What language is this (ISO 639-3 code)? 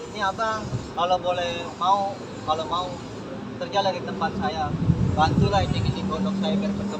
bew